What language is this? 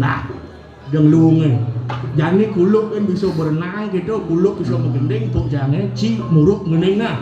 Balinese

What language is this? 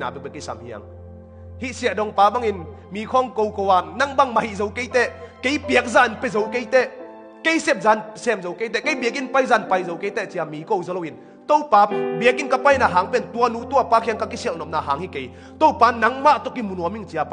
Tedim Chin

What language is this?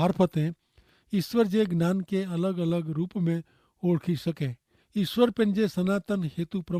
Kachhi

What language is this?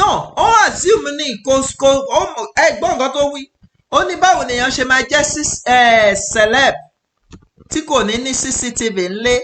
Yoruba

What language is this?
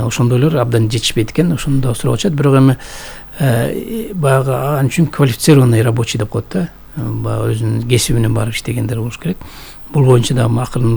Kyrgyz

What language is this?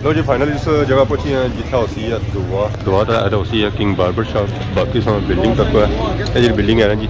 Pahari-Potwari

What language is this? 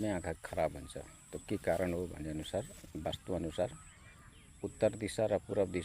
Nepali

